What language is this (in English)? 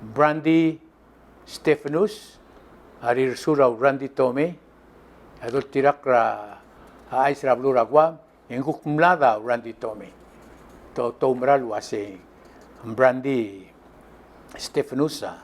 Palauan